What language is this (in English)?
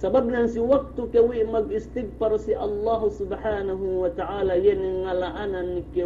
Yakan